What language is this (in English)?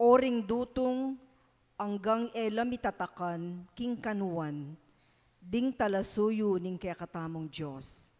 Pampanga